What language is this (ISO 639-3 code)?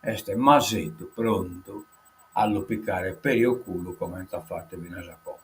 srd